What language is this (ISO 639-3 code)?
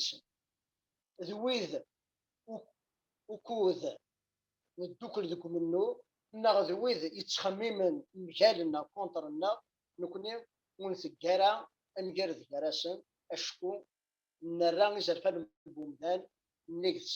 kab